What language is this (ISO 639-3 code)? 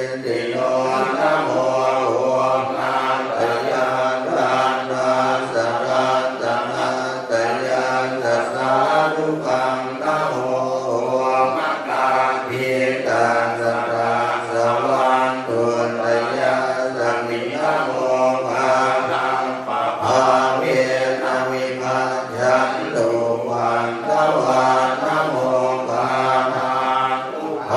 pli